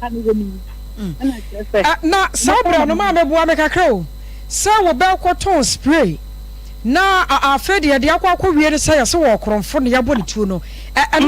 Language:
Akan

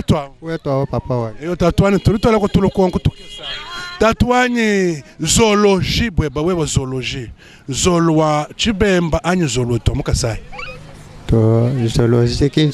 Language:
Luba-Lulua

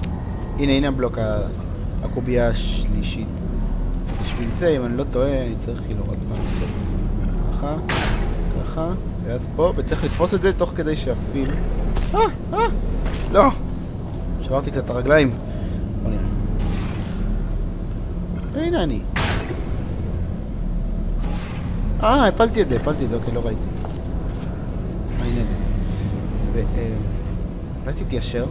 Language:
Hebrew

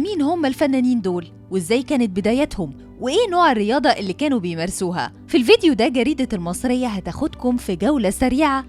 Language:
Egyptian Arabic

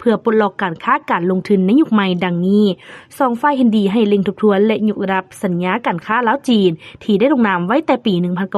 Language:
Lao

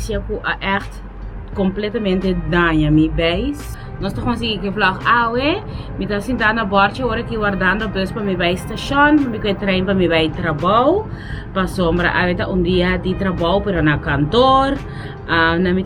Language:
Papiamento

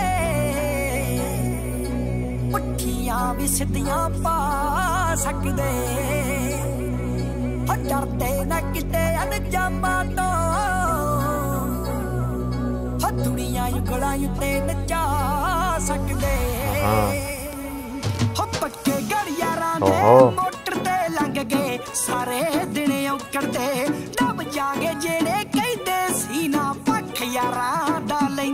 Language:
Punjabi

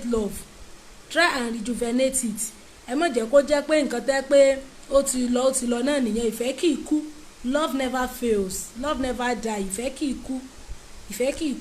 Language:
Yoruba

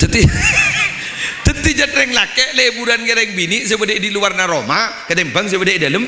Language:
Madurese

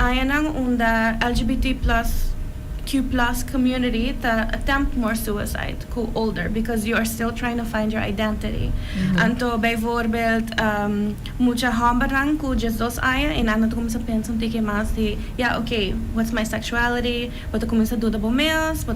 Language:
Papiamento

